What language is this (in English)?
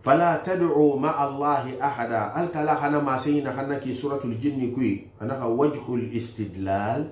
Susu